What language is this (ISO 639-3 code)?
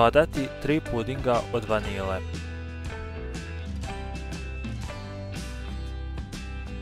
srp